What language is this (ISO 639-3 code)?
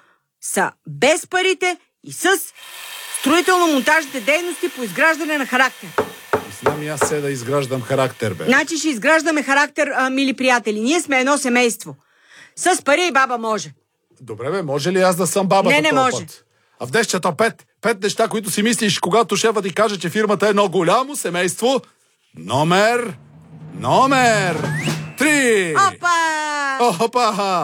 bul